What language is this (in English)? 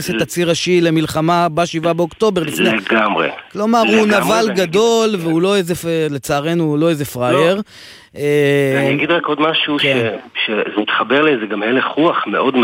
Hebrew